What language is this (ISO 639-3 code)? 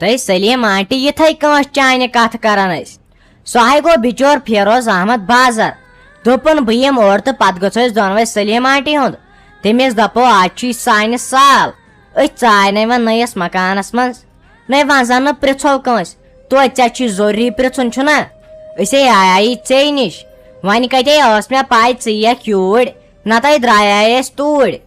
kas